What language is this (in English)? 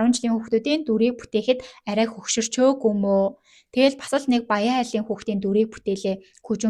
Mongolian